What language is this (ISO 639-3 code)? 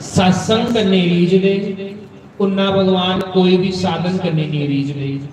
doi